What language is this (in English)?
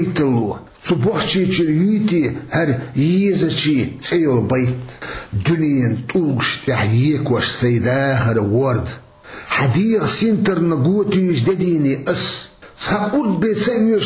Chechen